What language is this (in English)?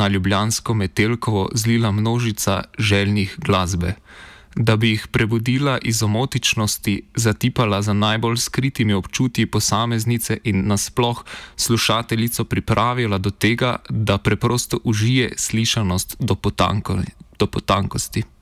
Slovenian